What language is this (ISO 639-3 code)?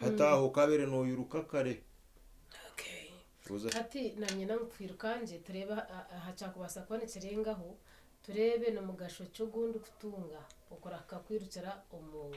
nyn